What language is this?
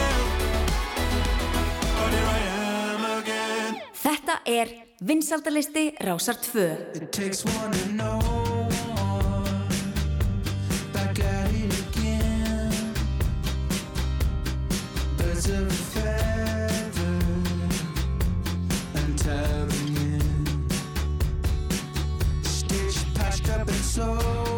Icelandic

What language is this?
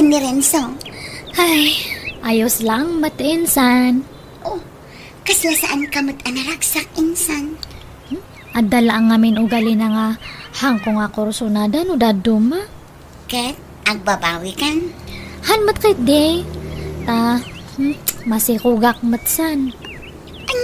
Iloko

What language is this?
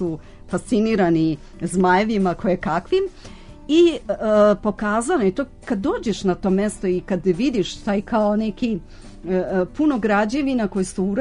Serbian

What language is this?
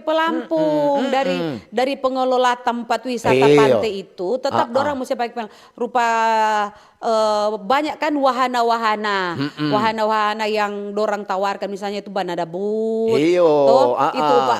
Manado Malay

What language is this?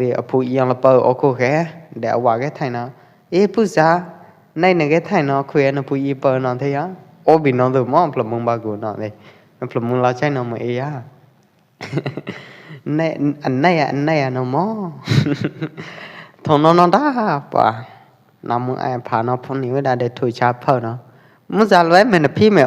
Pwo Eastern Karen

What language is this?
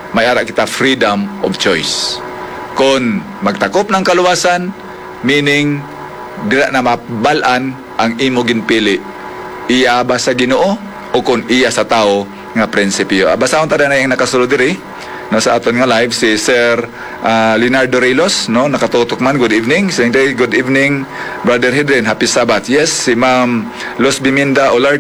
Hiligaynon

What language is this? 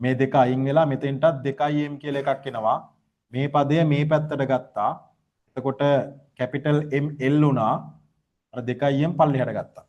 Sinhala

